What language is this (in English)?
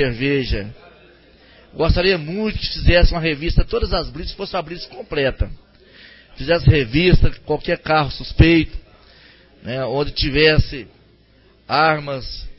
Portuguese